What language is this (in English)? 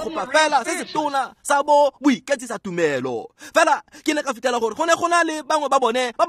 Tswana